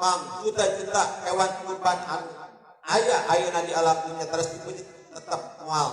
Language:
Sundanese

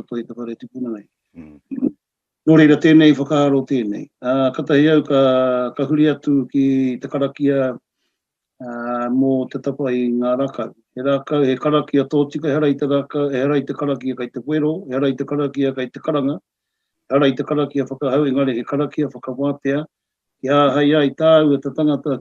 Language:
Māori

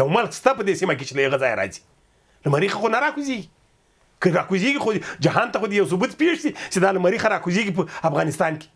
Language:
Pashto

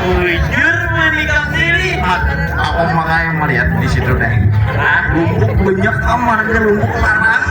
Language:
Banjar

